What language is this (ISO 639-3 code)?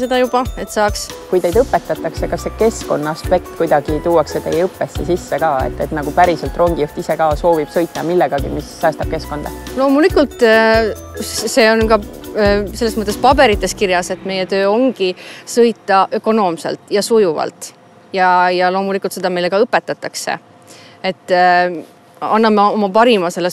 est